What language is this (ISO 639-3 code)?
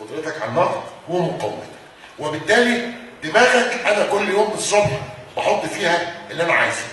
arz